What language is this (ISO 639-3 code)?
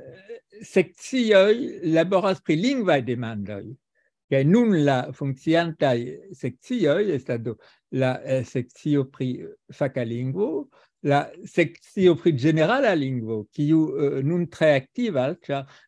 epo